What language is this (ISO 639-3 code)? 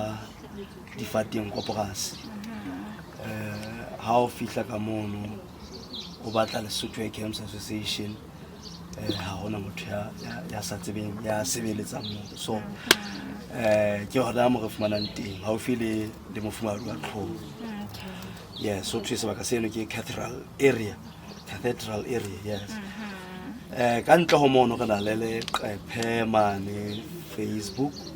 sot